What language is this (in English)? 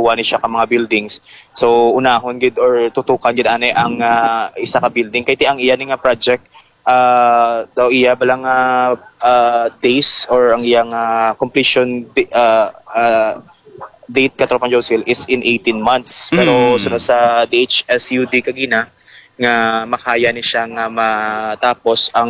Hiligaynon